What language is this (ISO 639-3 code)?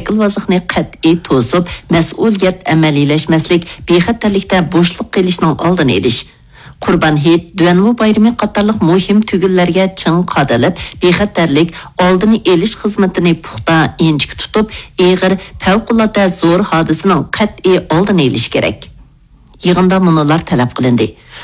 uig